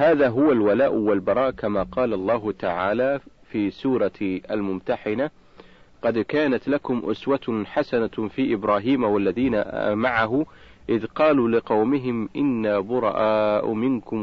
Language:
Arabic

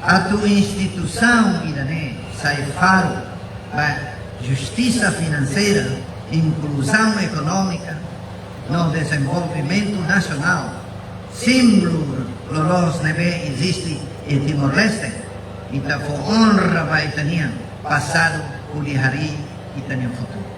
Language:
Tetum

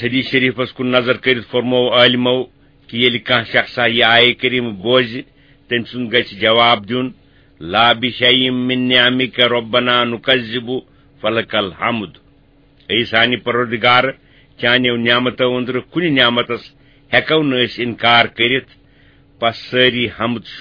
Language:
Kashmiri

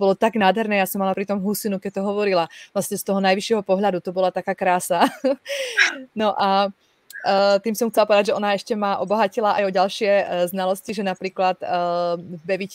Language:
Slovak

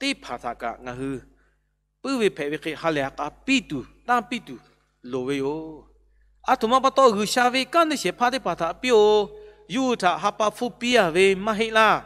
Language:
Lahu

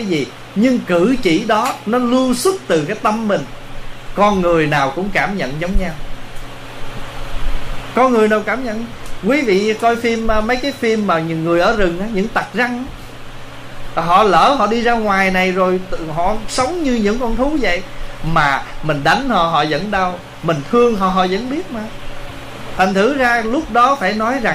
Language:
Vietnamese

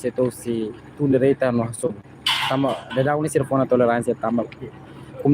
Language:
Tetum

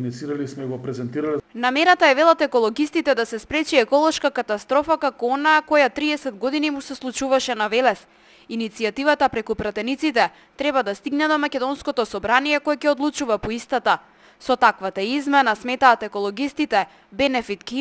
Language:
Macedonian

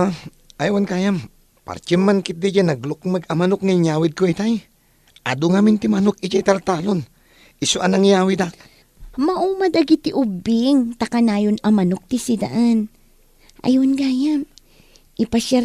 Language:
Iloko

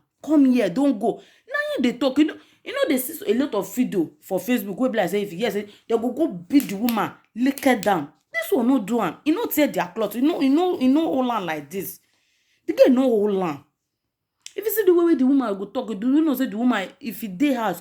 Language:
Nigerian Pidgin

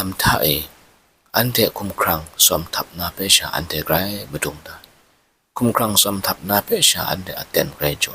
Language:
Kachin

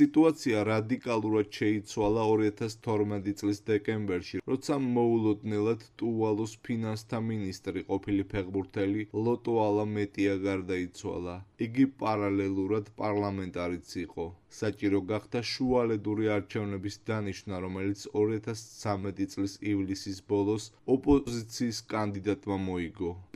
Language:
Georgian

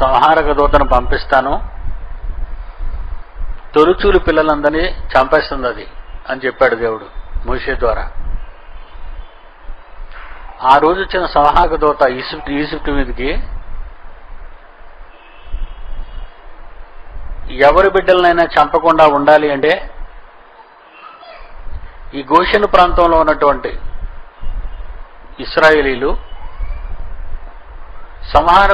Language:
Telugu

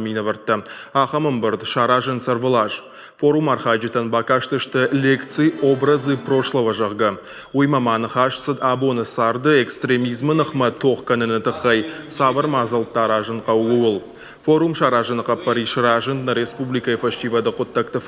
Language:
Ossetic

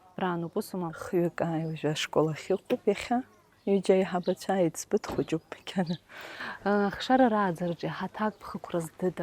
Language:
Abkhazian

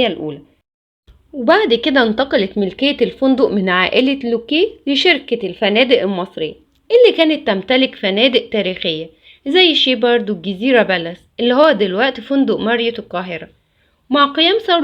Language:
Egyptian Arabic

